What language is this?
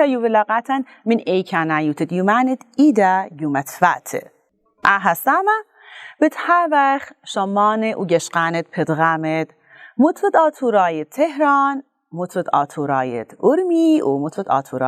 Assyrian Neo-Aramaic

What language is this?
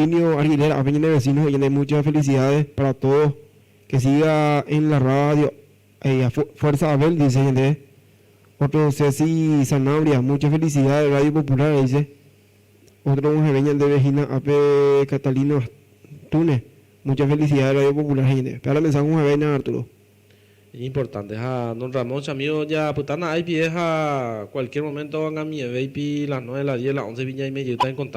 Guarani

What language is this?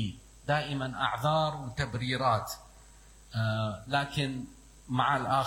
Mesopotamian Arabic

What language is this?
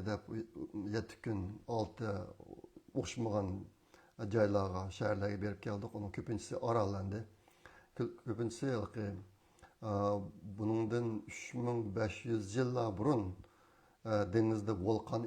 Uyghur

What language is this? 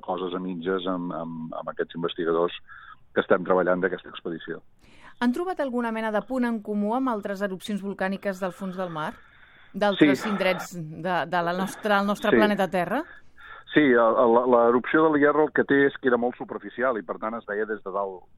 Catalan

